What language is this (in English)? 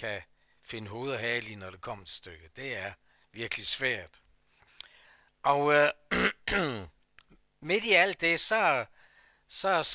Danish